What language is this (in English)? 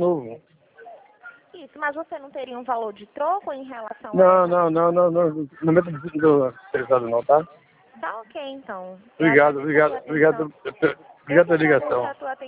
Portuguese